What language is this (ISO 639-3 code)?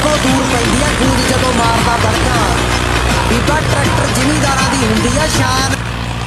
pan